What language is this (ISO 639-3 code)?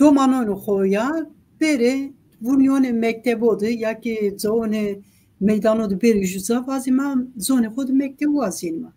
zza